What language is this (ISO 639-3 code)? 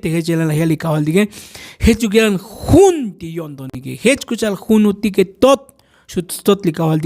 tzo